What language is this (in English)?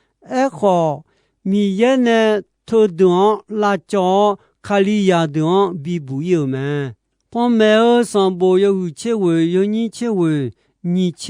Akha